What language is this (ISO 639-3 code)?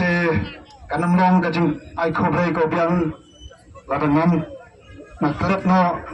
kha